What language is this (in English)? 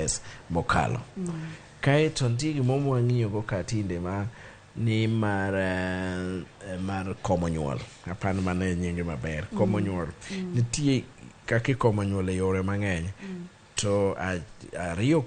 Luo (Kenya and Tanzania)